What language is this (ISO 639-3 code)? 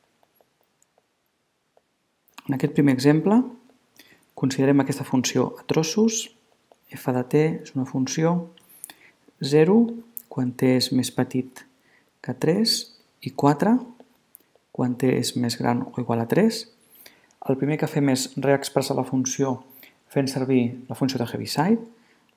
cat